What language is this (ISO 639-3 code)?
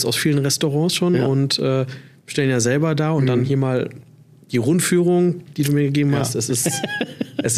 deu